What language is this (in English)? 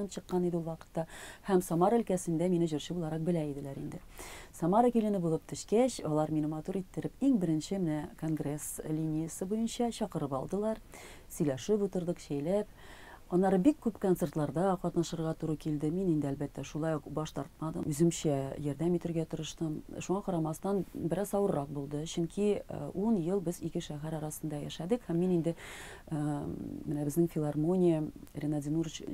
Tatar